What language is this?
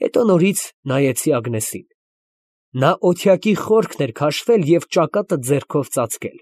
Armenian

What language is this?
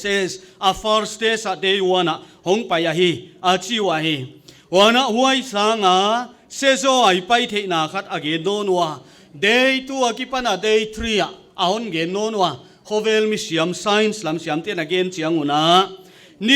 Paite Chin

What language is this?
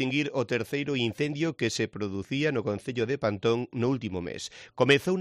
Galician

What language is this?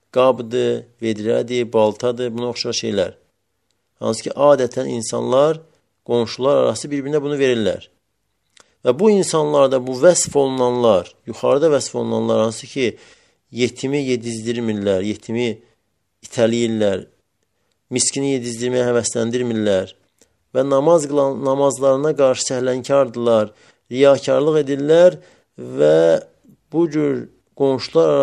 Azerbaijani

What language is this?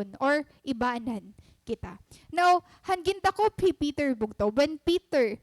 Waray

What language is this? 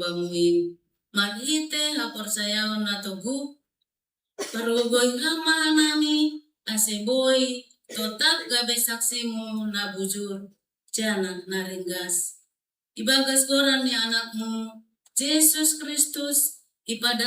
Batak Simalungun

